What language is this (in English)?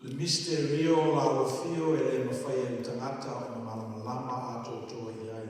Samoan